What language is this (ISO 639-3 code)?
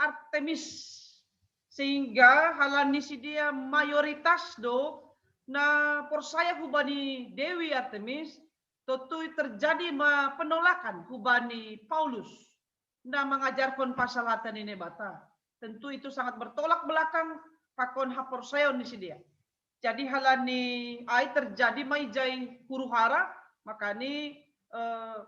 bts